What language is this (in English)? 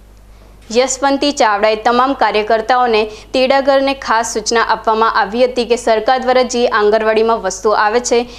Gujarati